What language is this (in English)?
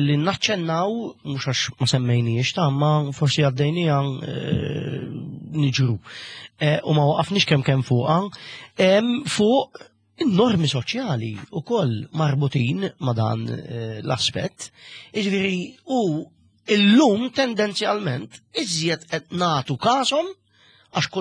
Maltese